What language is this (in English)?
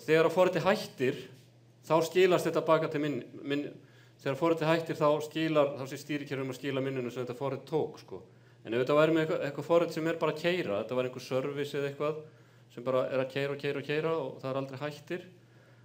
Icelandic